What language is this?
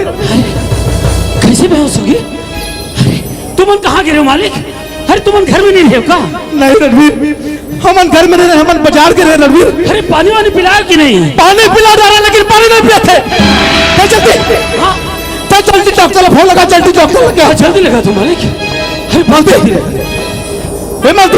Chhattisgarhi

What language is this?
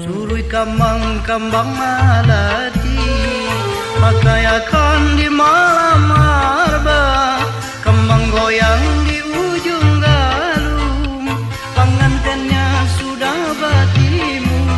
Banjar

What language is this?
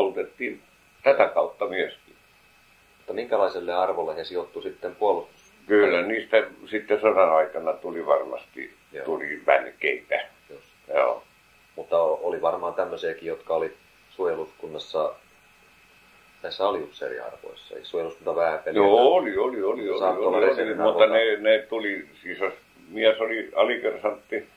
Finnish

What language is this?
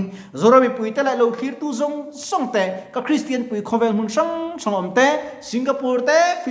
Mizo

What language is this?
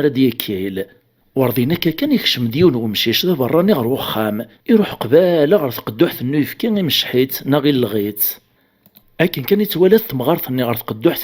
Kabyle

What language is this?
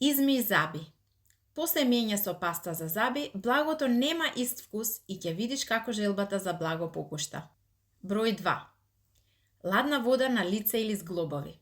Macedonian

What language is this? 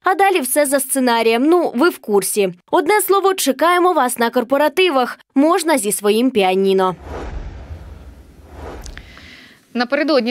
Ukrainian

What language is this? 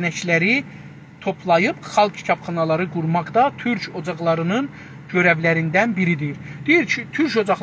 South Azerbaijani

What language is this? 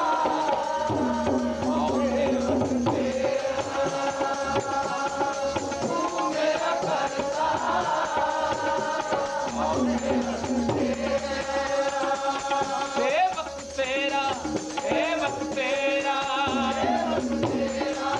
Punjabi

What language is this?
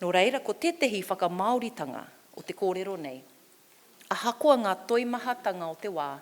Māori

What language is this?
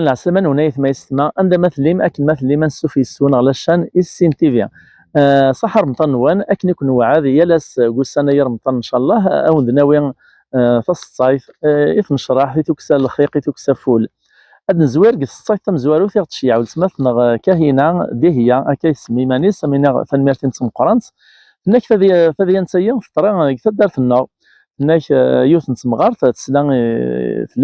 Kabyle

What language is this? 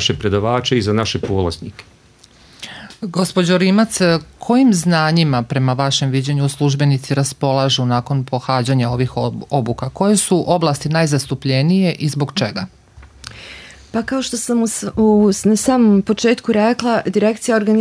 Bosnian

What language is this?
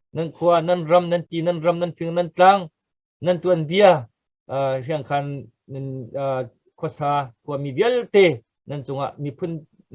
Hakha Chin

